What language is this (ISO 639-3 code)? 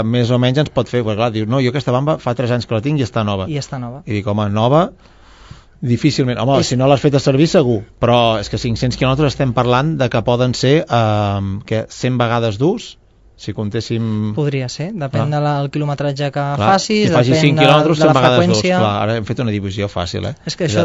cat